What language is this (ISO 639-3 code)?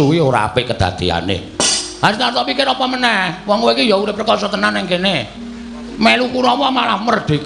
jav